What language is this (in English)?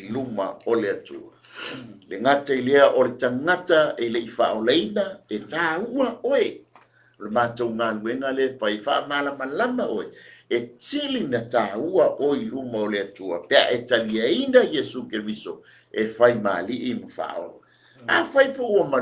Samoan